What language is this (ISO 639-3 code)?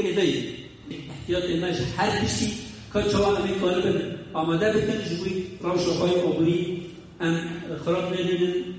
kur